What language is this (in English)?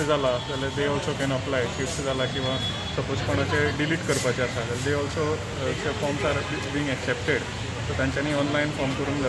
Konkani